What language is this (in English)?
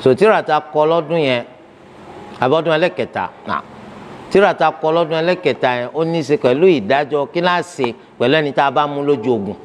Yoruba